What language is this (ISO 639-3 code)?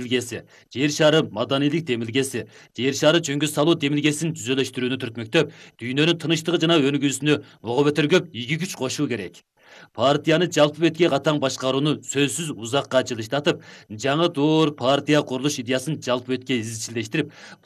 kir